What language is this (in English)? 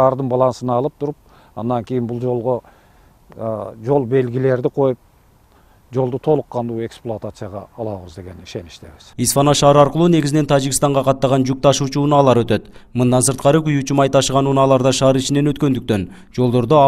Kyrgyz